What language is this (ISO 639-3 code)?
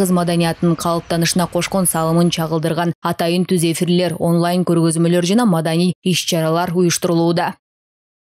kir